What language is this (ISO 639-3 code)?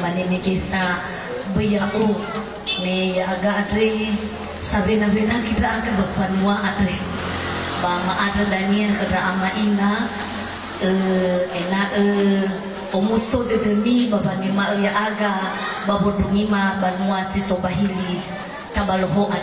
nia